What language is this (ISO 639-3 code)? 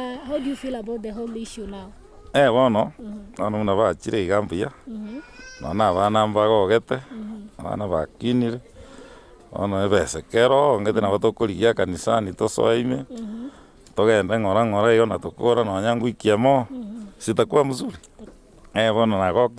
guz